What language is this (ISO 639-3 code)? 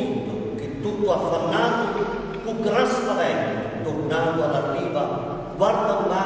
scn